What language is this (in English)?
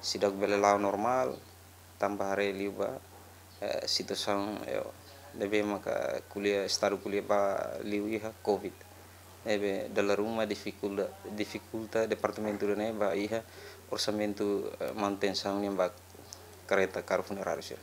Tetum